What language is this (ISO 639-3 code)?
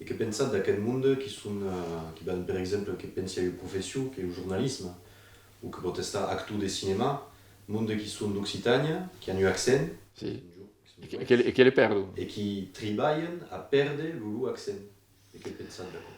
oci